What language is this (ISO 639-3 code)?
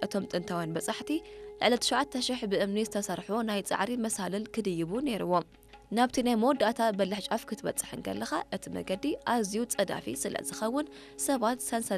tir